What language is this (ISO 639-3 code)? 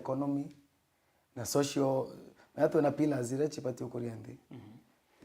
mer